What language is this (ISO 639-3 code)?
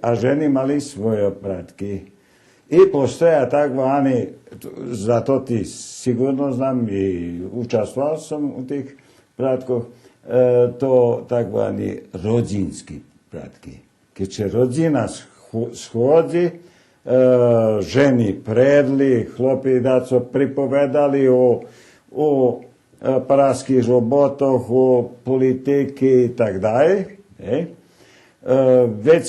rue